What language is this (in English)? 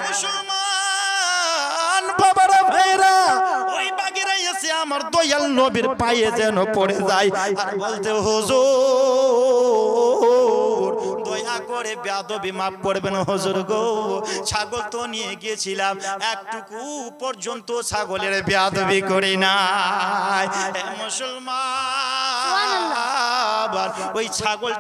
Bangla